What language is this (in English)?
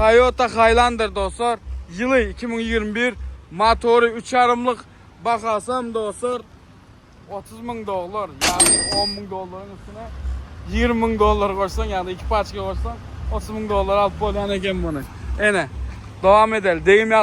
Turkmen